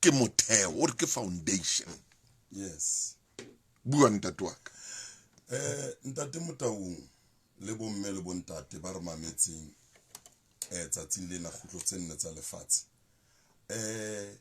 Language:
Southern Sotho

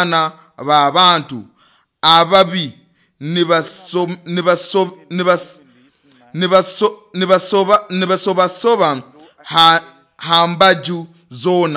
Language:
Nyoro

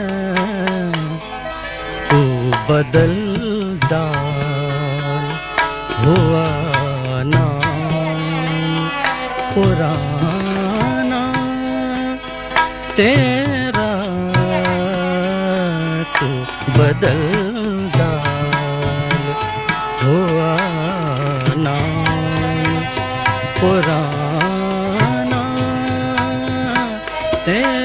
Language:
Hindi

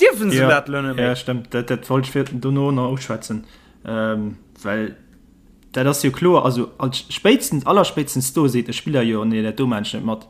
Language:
Luxembourgish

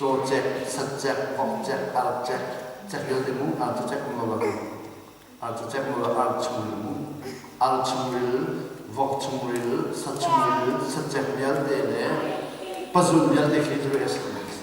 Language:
Hakha Chin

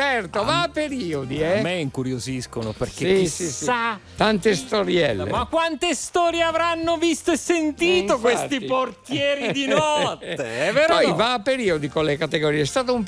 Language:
Italian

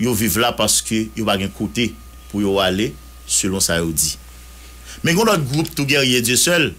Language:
Haitian Creole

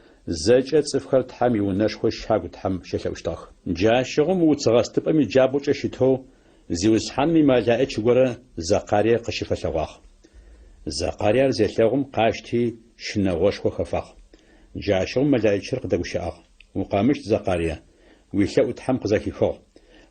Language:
Adyghe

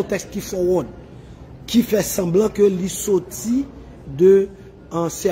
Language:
Haitian Creole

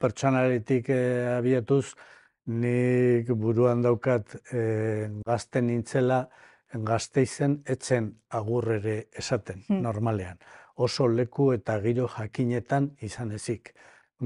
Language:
Basque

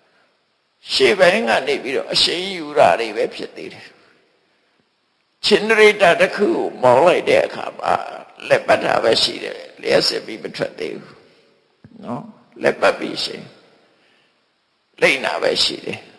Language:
Burmese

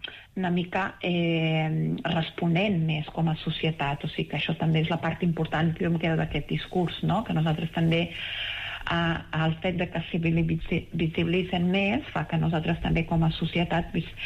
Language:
Catalan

